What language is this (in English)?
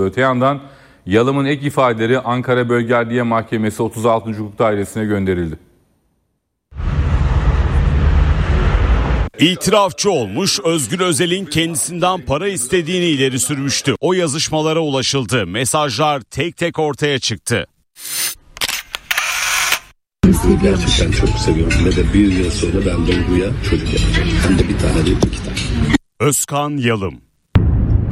Turkish